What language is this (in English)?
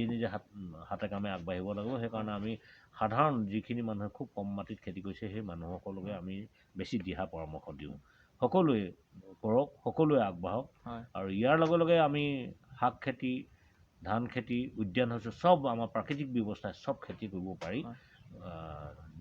Assamese